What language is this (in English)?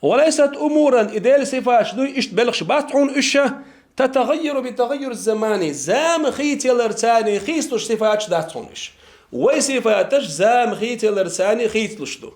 Chechen